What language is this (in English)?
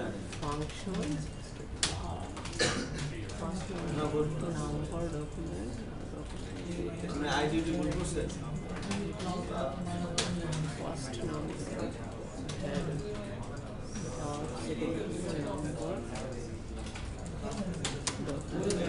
Bangla